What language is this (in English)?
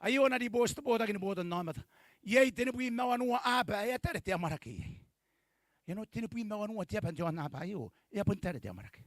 Gilbertese